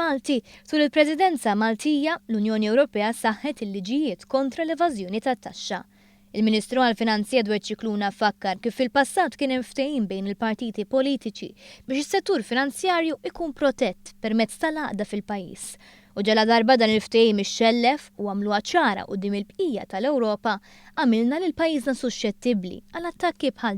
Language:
Maltese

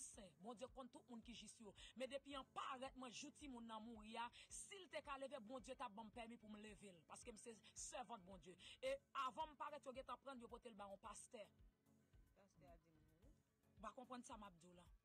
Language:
Haitian Creole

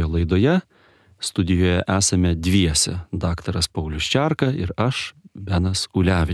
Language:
Lithuanian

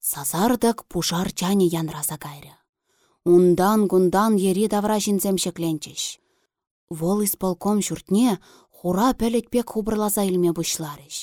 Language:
Chuvash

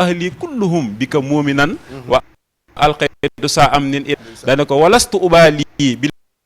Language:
Wolof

